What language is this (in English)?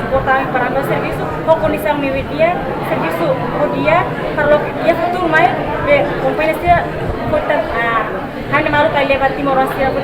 Tetum